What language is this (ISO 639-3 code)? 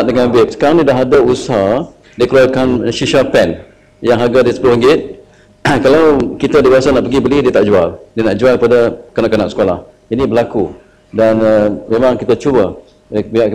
msa